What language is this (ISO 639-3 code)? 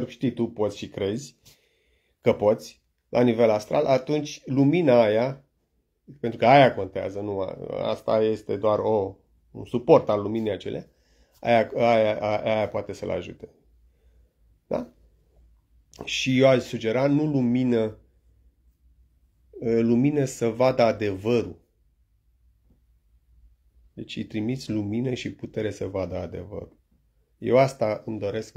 ron